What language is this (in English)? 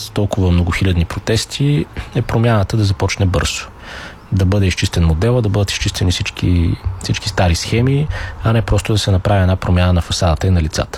Bulgarian